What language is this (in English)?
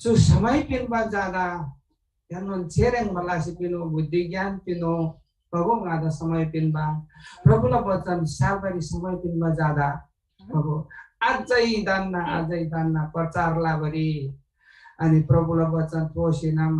Eastern Tamang